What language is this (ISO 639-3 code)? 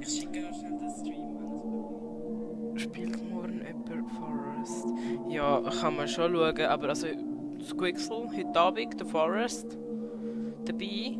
gsw